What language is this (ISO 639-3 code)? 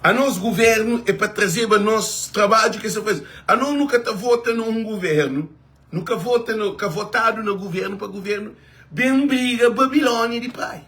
kea